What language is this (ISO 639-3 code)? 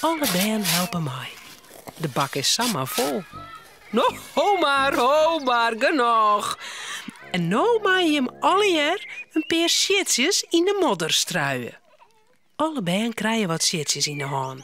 fry